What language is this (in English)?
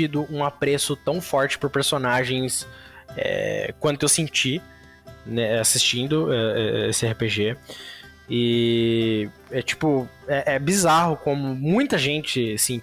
Portuguese